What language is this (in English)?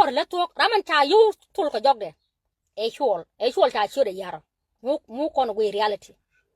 Nuer